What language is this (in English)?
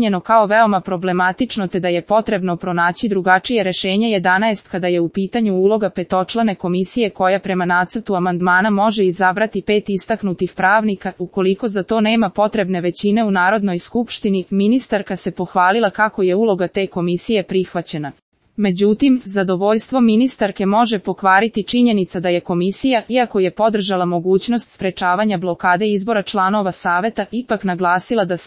Serbian